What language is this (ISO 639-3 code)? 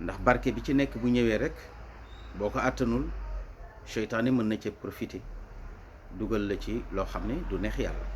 wol